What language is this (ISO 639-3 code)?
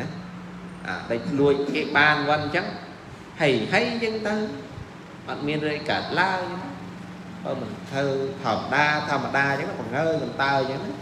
khm